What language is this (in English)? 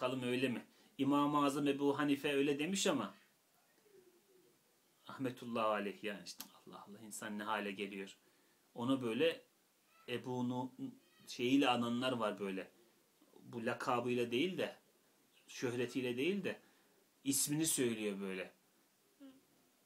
Turkish